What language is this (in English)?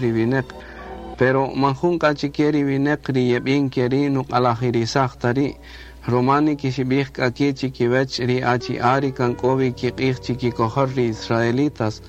Kaqchikel